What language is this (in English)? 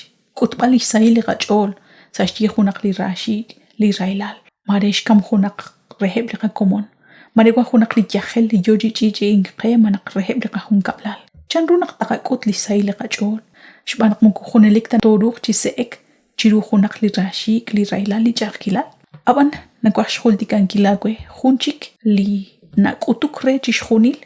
Kekchí